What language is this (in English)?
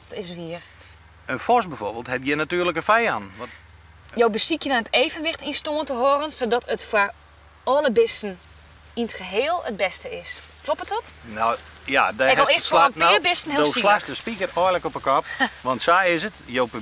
Western Frisian